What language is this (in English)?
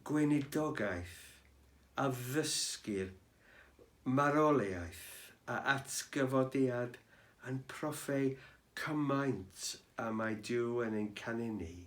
Welsh